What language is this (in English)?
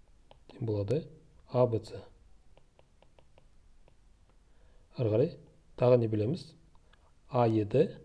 Kazakh